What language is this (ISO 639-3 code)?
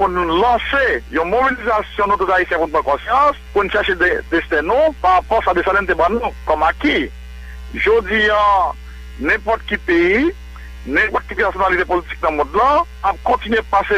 hat